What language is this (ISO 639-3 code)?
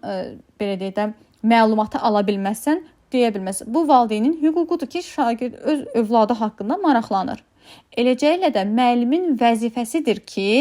aze